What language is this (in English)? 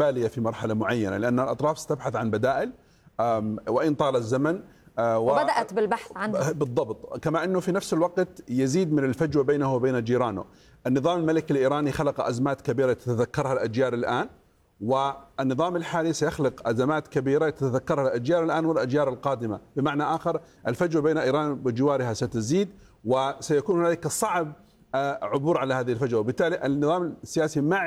Arabic